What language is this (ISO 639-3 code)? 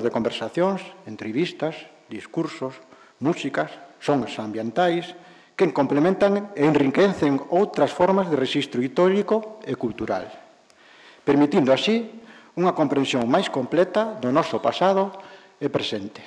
glg